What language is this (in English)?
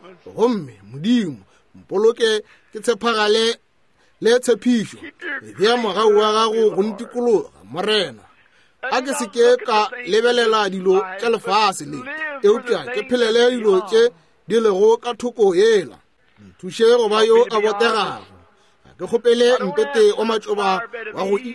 Northern Sotho